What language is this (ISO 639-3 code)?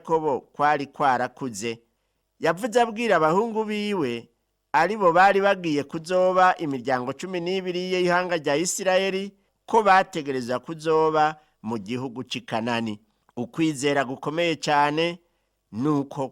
run